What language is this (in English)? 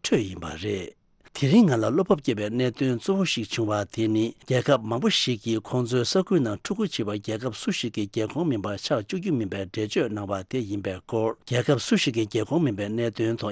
Tibetan